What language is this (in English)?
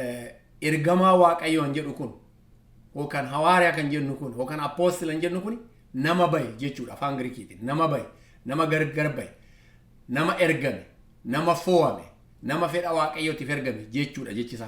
Oromo